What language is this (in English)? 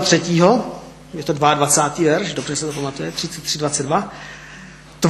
Czech